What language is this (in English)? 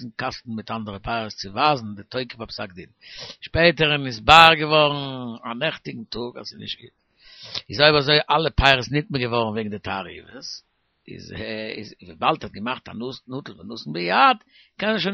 Yiddish